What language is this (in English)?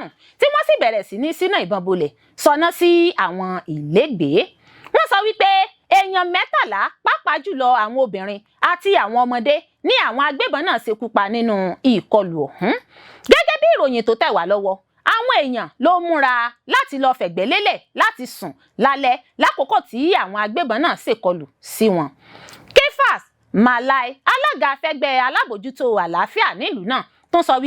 Yoruba